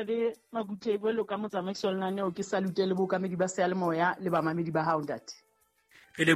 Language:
Southern Sotho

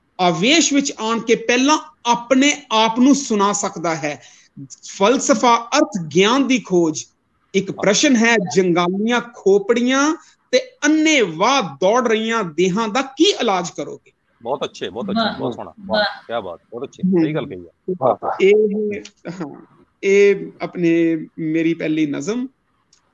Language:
Punjabi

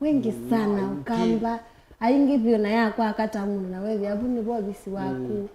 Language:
Kamba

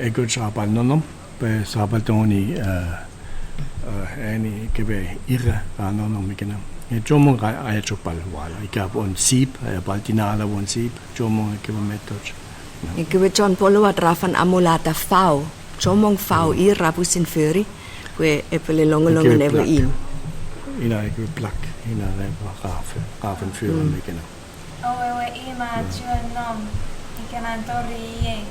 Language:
Chuukese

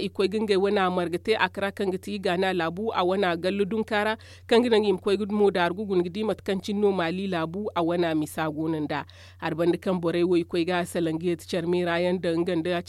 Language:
Zarma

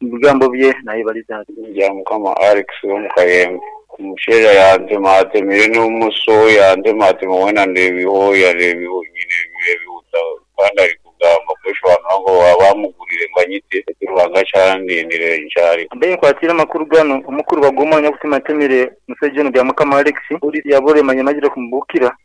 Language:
Nyankole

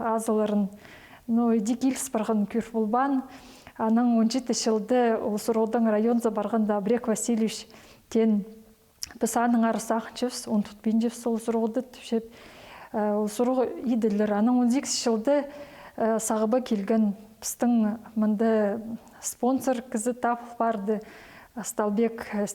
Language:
Khakas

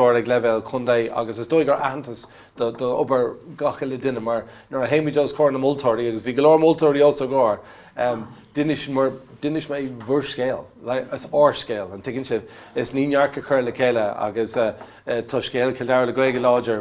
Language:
Irish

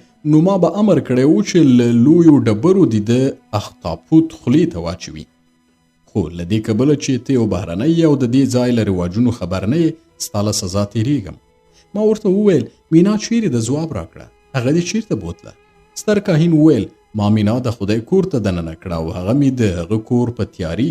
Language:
Pashto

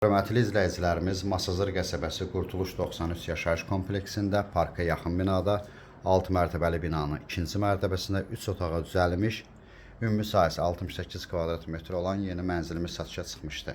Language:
Azerbaijani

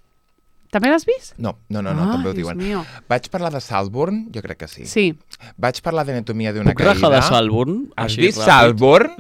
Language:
Catalan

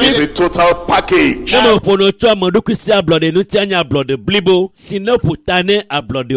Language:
Ewe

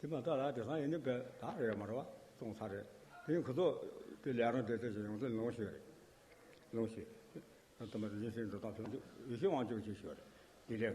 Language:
Tibetan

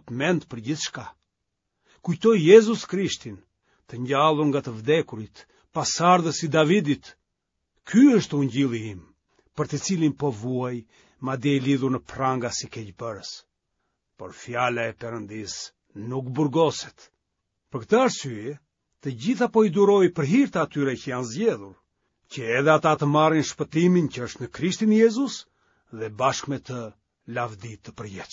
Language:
Albanian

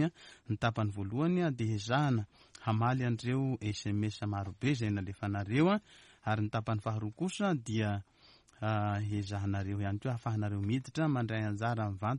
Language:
Malagasy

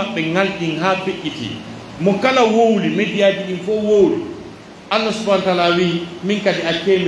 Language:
Pular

